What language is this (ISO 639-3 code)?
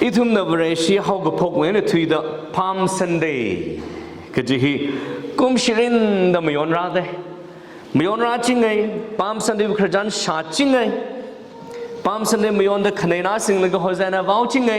nmf